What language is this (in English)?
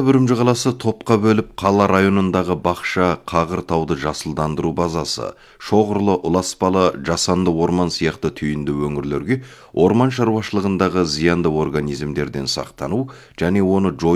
Kazakh